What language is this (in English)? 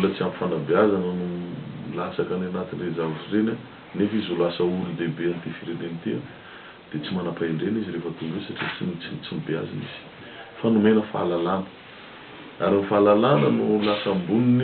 Malagasy